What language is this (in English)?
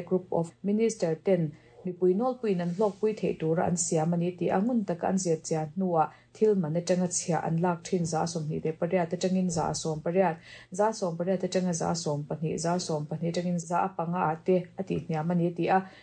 Mizo